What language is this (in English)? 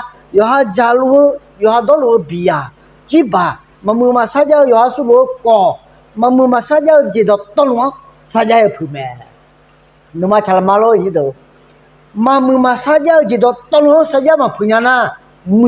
Akha